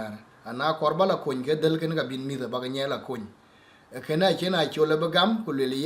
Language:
Dinka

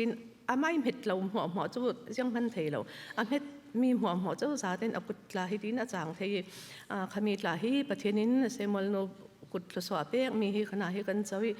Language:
Falam Chin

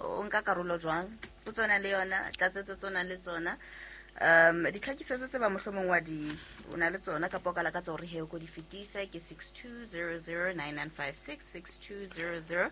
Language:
Southern Sotho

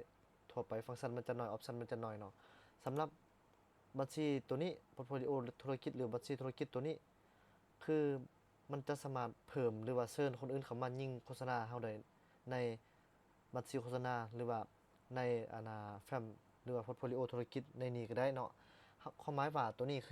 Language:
Lao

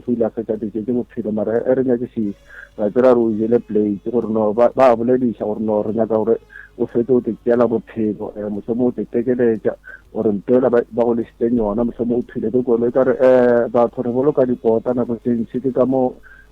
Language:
Northern Sotho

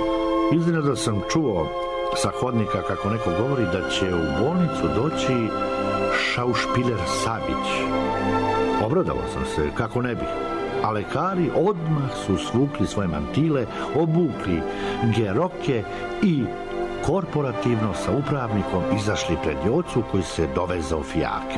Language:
Serbian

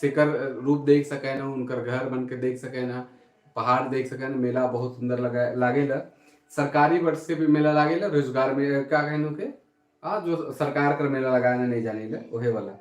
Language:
Sadri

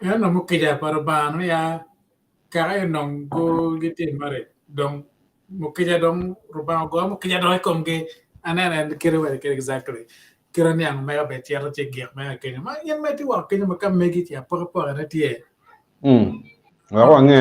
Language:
Acoli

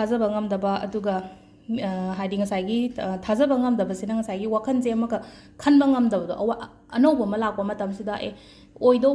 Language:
Manipuri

